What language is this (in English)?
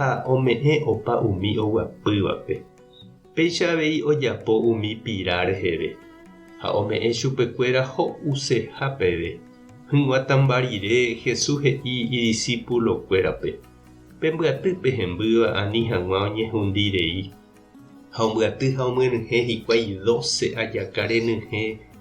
Guarani